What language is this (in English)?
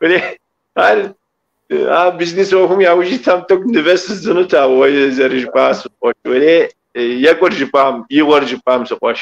Kabardian